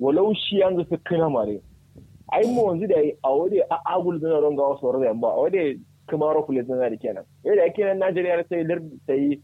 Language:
Kanuri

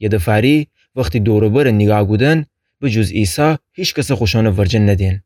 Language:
Gilaki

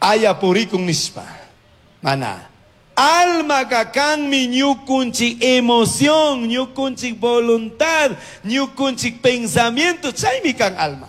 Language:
Chimborazo Highland Quichua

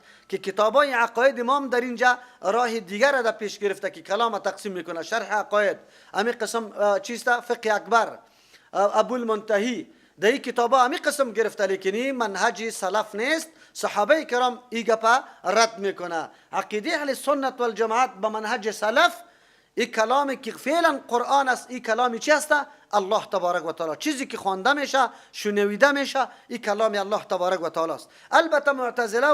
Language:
Persian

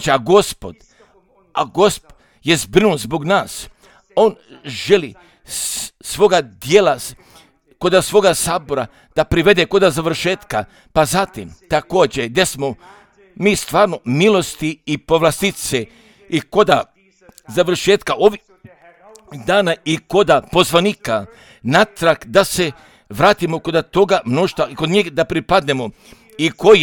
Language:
Croatian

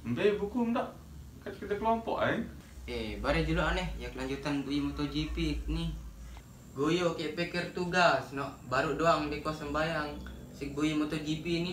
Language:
Sasak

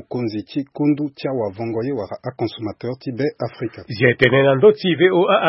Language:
Sango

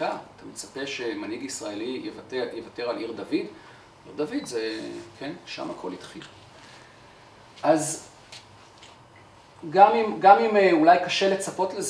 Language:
Hebrew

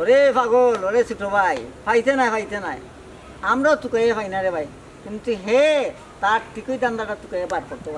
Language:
Sylheti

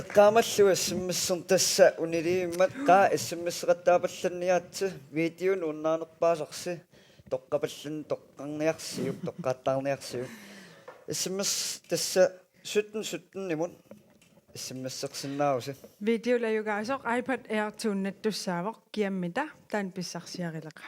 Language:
Kalaallisut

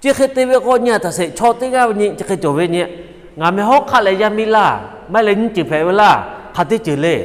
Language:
Lahu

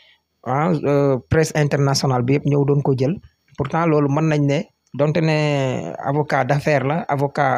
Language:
Wolof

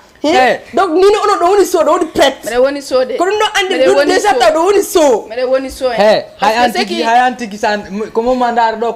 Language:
Fula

